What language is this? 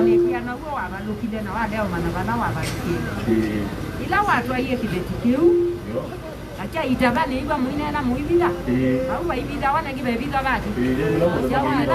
Kamba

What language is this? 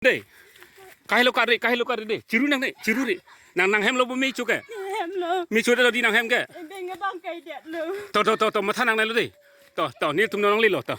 Karbi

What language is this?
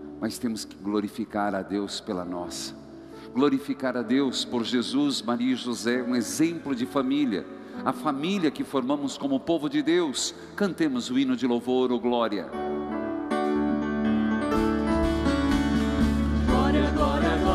Portuguese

